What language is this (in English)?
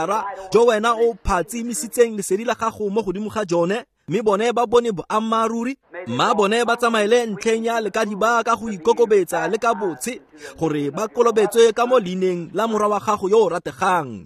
Tswana